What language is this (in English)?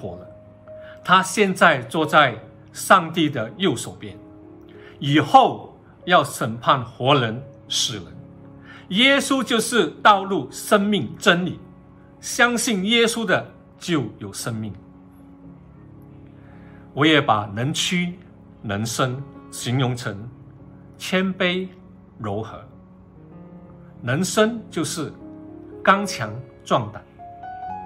Chinese